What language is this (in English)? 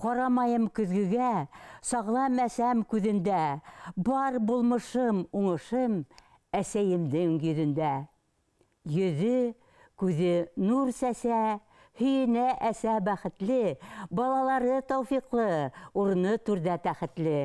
Bashkir